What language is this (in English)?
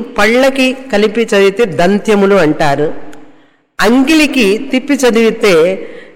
Telugu